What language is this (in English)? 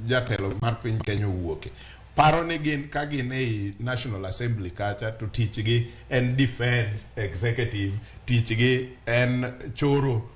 Luo (Kenya and Tanzania)